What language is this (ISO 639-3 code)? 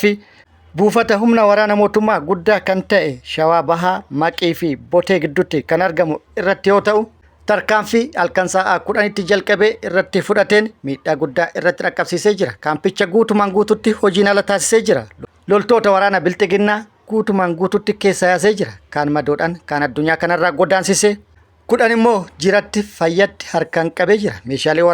orm